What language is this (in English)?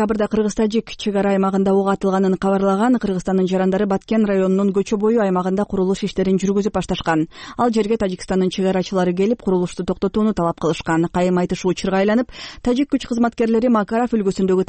Kyrgyz